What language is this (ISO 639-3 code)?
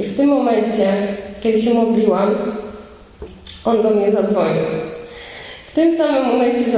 pol